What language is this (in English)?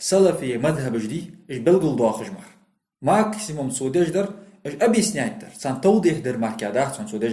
Ingush